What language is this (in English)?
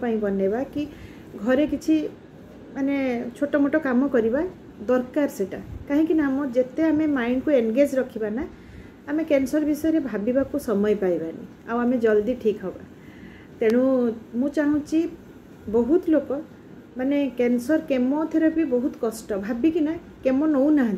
Odia